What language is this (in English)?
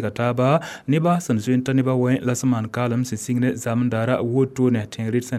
Mossi